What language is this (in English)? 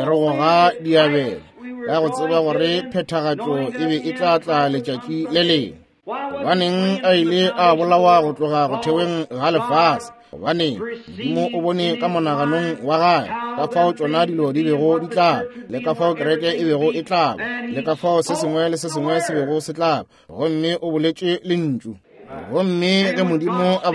Northern Sotho